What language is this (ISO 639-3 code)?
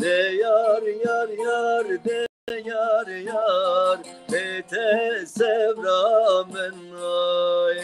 zza